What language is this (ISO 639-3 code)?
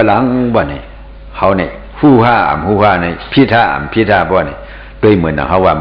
shn